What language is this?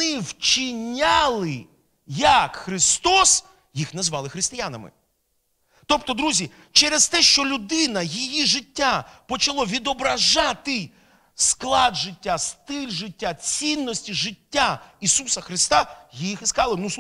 Ukrainian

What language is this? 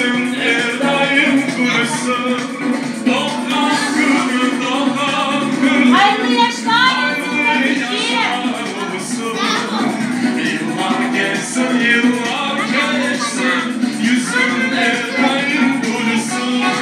Crimean Tatar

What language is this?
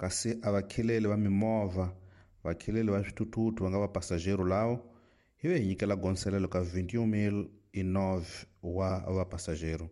Tsonga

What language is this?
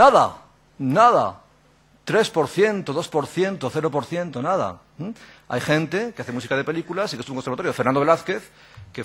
Spanish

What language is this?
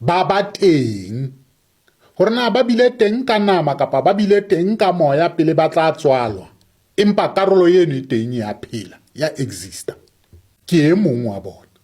Southern Sotho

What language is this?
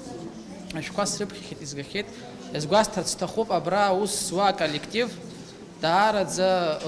Abkhazian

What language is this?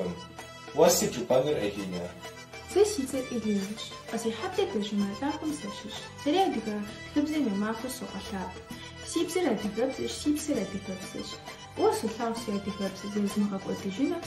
Kabardian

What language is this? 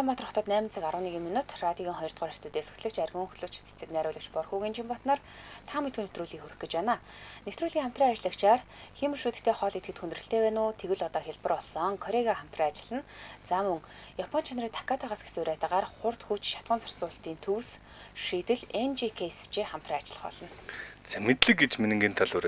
Mongolian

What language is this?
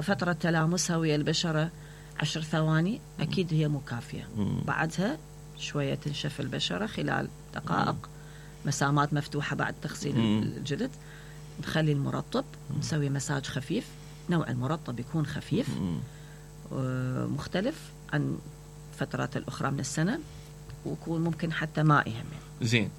Mesopotamian Arabic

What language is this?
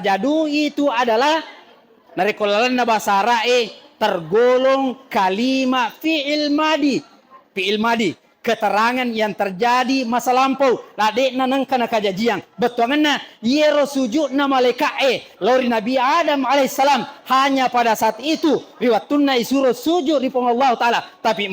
Buginese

